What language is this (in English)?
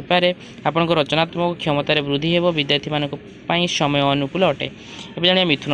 Odia